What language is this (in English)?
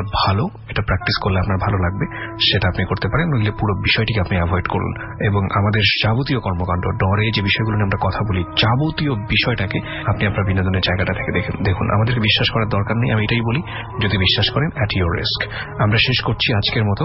Bangla